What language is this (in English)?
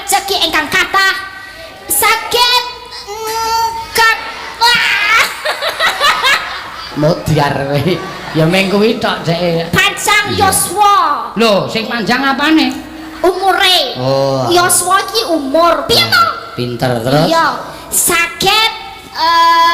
Javanese